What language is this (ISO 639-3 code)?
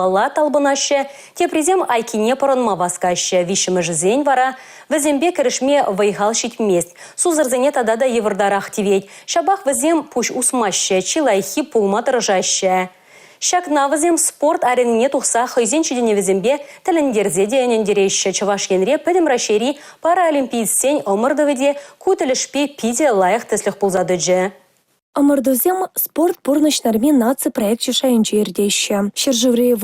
chv